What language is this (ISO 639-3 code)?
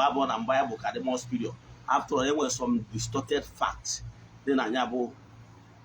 ibo